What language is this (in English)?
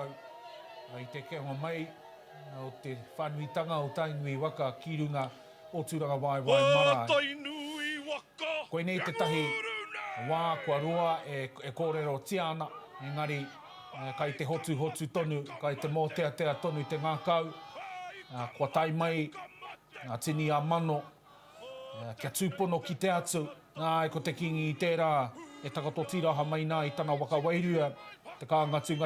Māori